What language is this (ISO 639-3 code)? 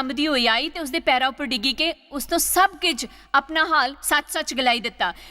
doi